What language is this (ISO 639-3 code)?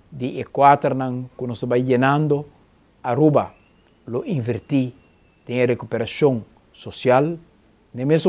pap